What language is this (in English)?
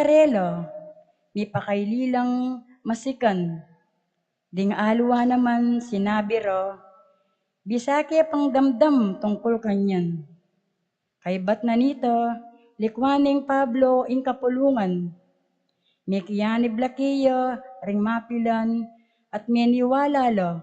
Pampanga